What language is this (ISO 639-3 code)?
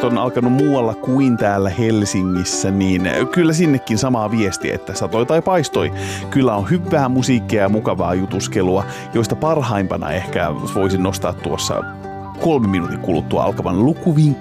fin